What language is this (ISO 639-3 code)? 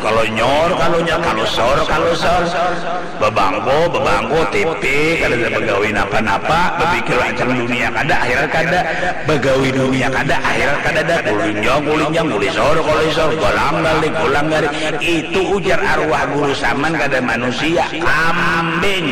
bjn